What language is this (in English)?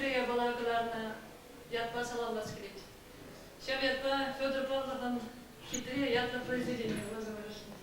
Chuvash